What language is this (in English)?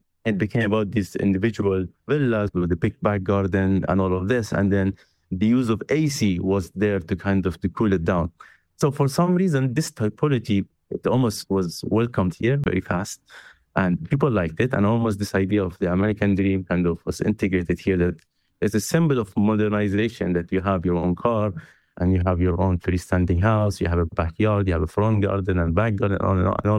English